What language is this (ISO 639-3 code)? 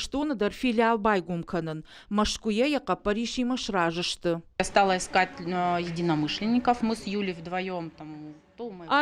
oss